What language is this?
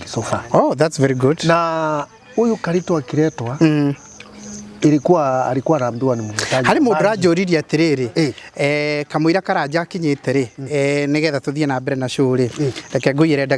Kikuyu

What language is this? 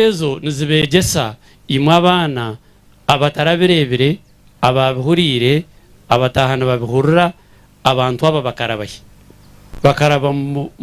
Nyankole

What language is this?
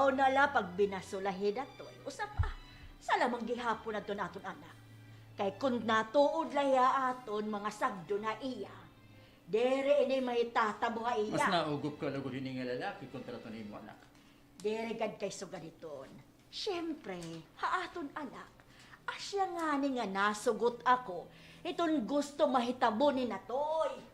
Waray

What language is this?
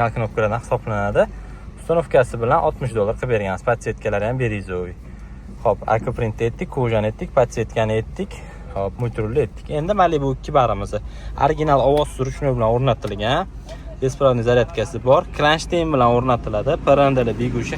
Uzbek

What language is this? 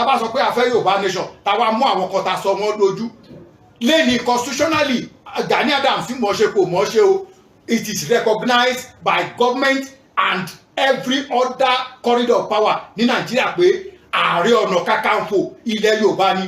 Yoruba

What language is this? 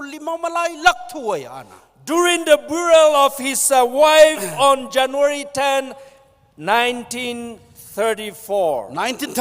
Tangkhul Naga (India)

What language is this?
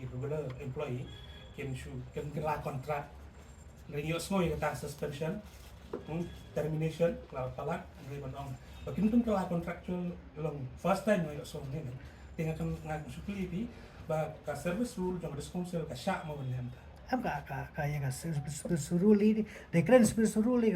Khasi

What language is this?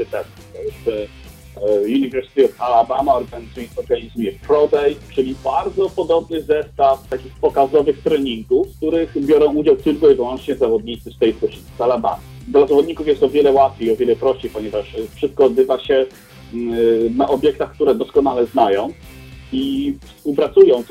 Polish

